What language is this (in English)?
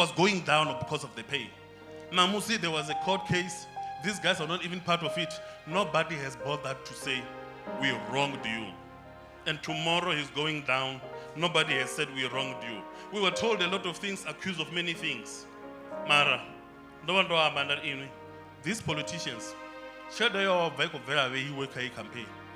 Venda